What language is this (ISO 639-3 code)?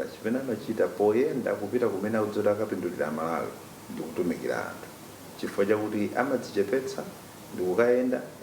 nya